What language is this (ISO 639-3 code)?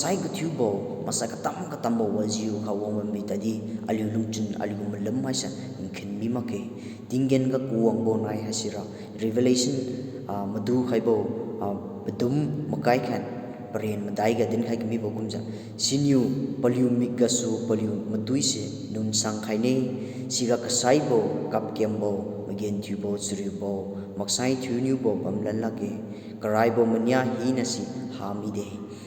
njn